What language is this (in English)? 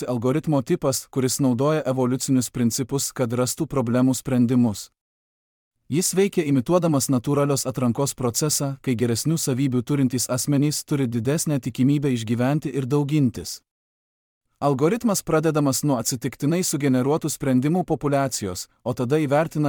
Lithuanian